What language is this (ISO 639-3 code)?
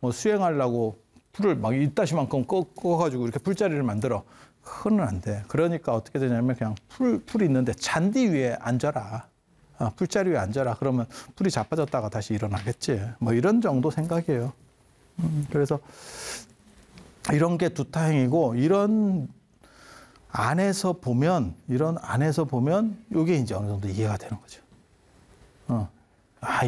kor